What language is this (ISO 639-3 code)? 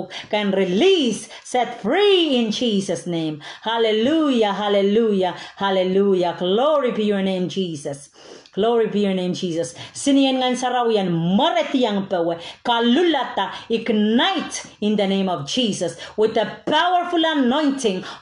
pon